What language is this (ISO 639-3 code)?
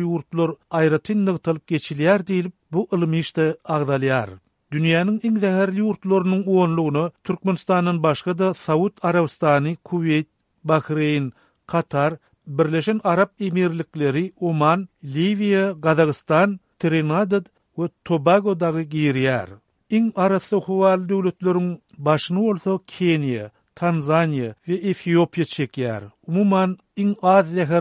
tuk